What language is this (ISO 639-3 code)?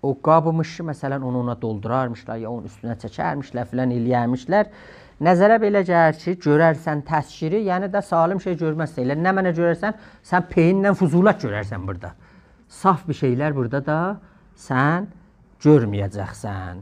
azb